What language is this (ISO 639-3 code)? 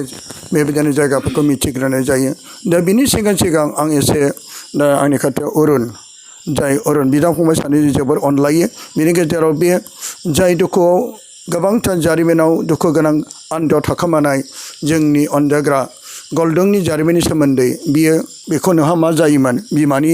brx